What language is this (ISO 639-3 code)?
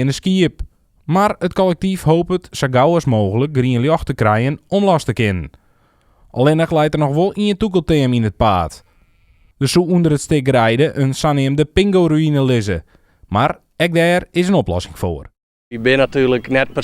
fry